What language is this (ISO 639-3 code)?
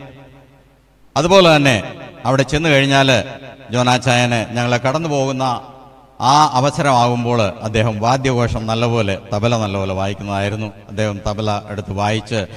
mal